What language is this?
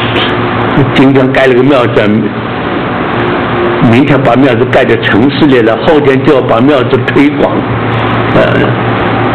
Chinese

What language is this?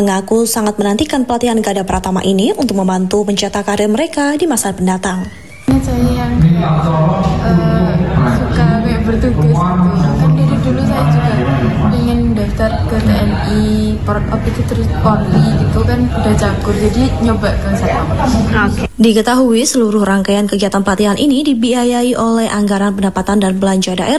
Indonesian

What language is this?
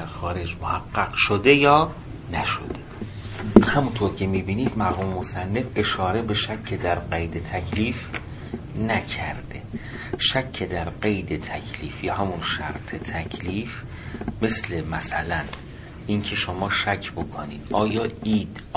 Persian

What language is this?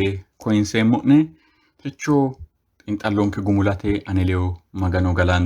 Sidamo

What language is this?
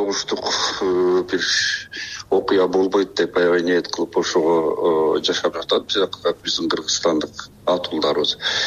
Kyrgyz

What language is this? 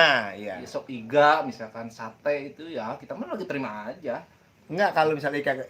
Betawi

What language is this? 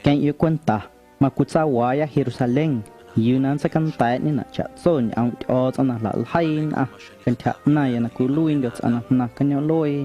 Guerrero Amuzgo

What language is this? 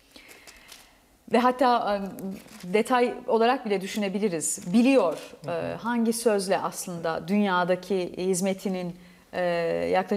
Turkish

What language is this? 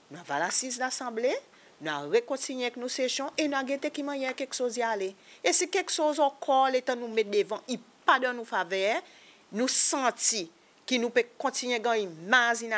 Seselwa Creole French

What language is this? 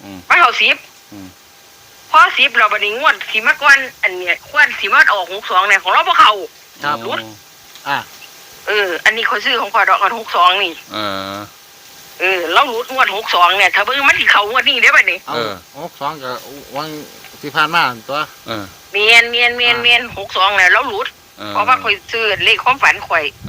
Northeastern Thai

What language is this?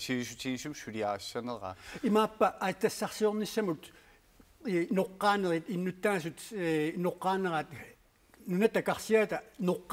Kalaallisut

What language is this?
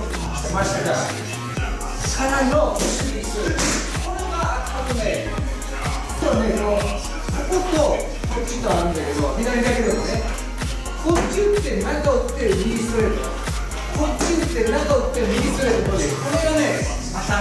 Japanese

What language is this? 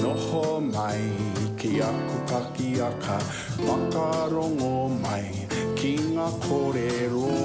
Māori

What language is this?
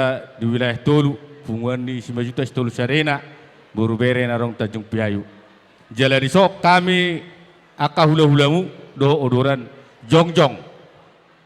Batak Toba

